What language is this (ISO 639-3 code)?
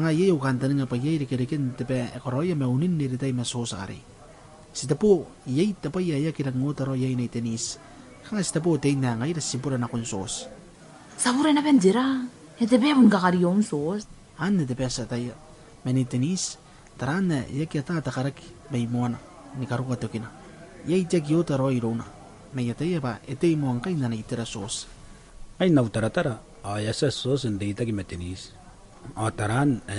gil